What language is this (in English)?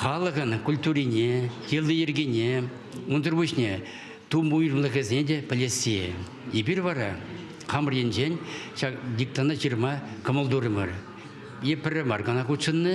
Chuvash